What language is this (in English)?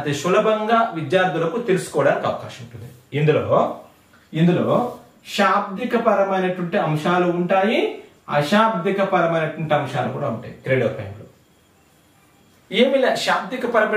Telugu